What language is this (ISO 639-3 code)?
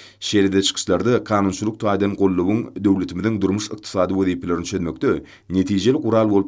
tuk